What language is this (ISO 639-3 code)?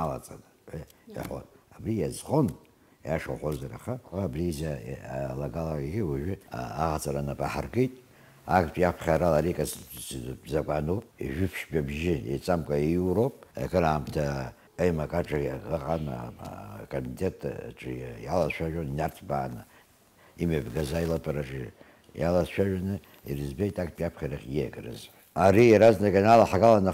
abk